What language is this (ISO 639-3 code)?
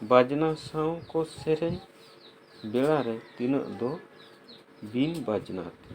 sat